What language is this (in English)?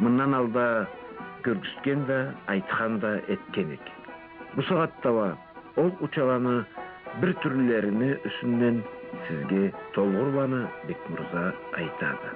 Karachay-Balkar